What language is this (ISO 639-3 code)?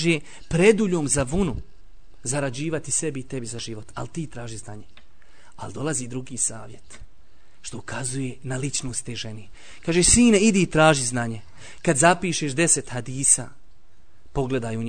bos